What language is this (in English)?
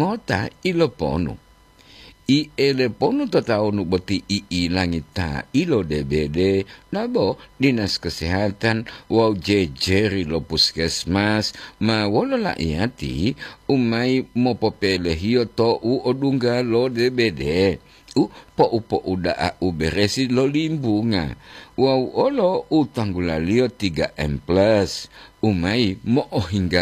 Gorontalo